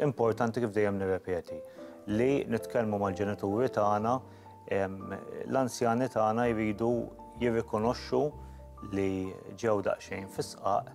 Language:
Maltese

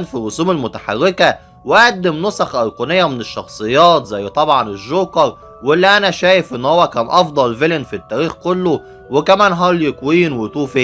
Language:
Egyptian Arabic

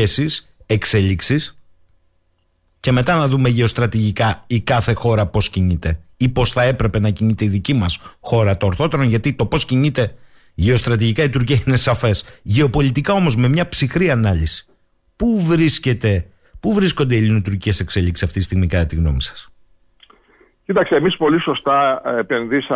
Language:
Greek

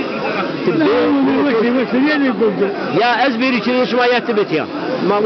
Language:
Zaza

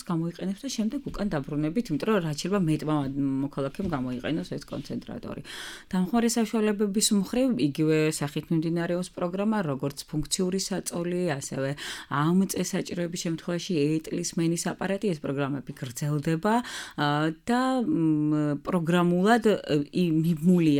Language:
Georgian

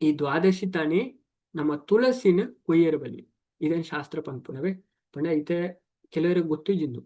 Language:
Tulu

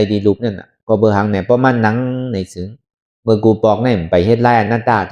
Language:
Shan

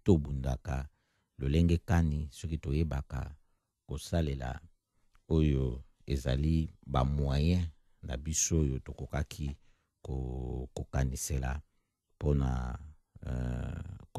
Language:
Lingala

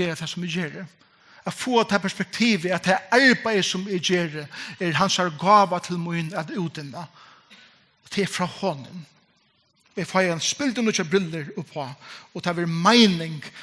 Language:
Faroese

